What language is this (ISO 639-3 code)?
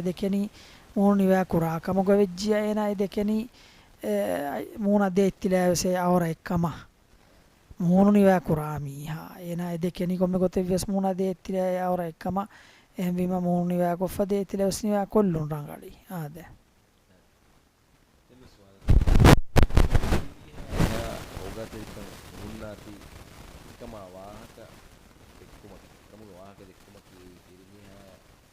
div